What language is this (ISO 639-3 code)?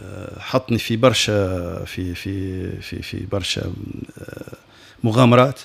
aeb